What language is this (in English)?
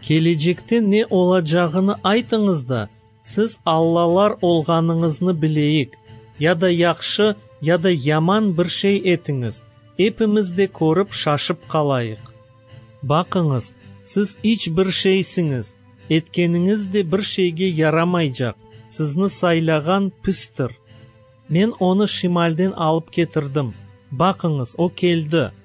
Crimean Tatar